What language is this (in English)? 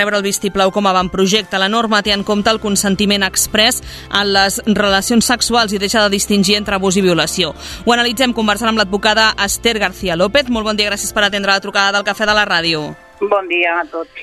Catalan